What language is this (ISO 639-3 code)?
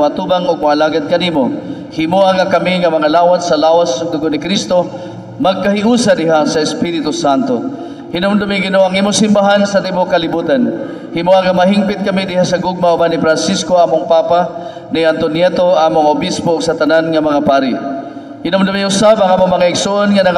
ceb